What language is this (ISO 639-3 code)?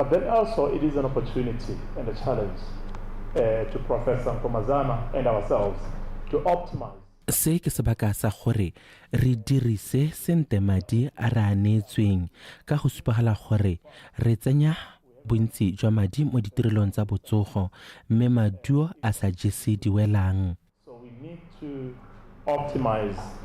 tsn